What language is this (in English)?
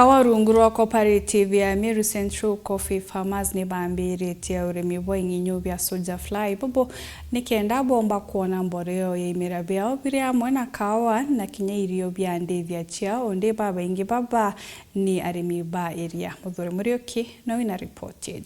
Meru